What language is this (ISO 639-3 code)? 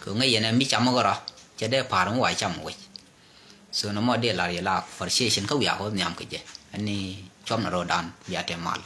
nus